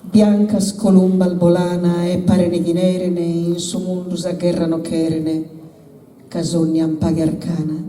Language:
Sardinian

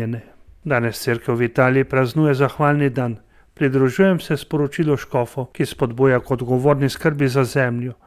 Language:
Slovenian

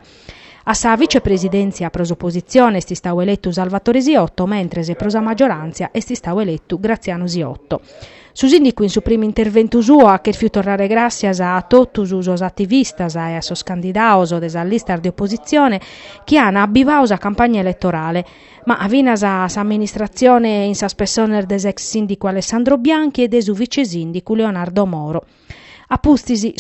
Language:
Sardinian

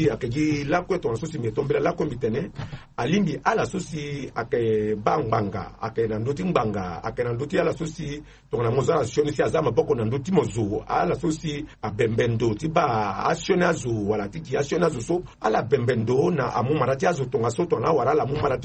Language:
Sango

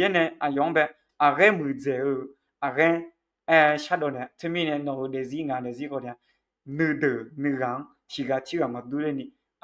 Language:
Akha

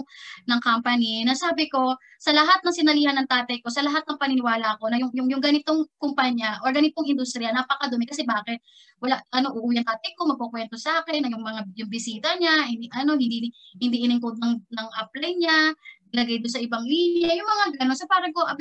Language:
Filipino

